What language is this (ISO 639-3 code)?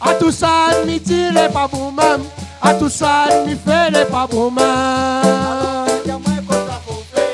rcf